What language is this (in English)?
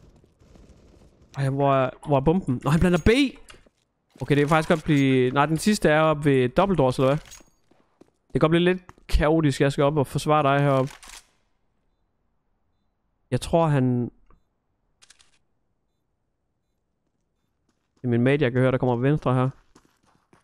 Danish